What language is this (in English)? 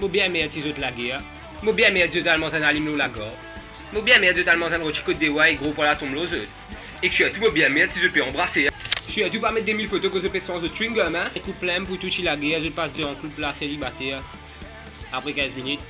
Morisyen